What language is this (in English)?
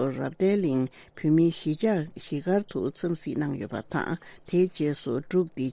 Tibetan